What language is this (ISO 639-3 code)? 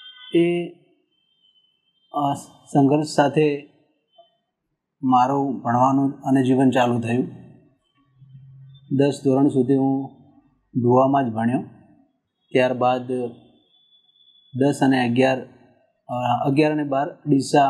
guj